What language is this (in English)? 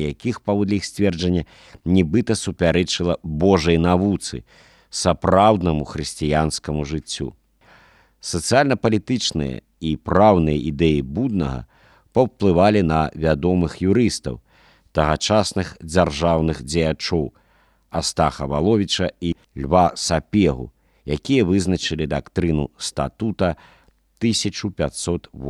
Belarusian